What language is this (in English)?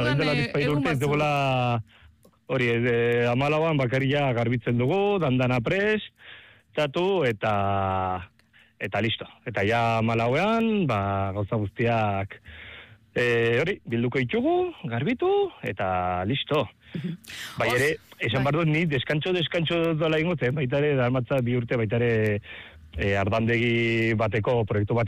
Basque